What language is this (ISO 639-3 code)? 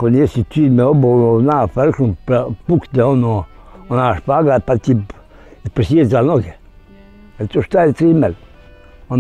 bos